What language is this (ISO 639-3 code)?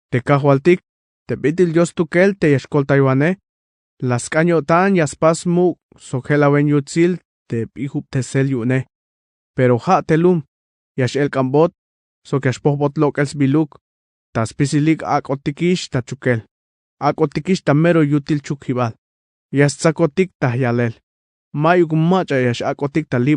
tzh